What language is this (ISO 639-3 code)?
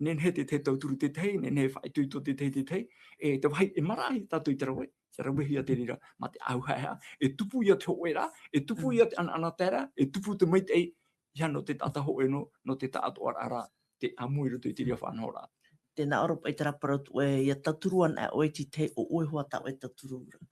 tah